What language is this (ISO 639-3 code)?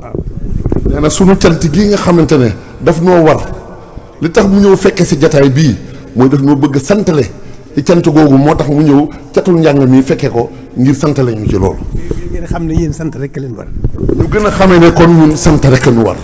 wol